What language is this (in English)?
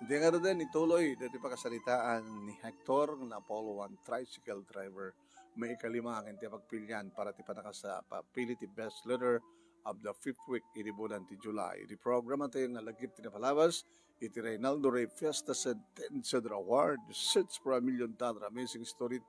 Iloko